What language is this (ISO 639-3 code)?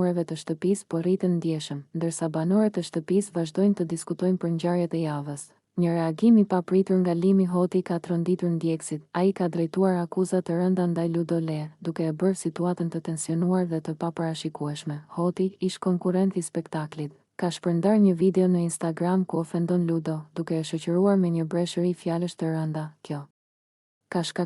sqi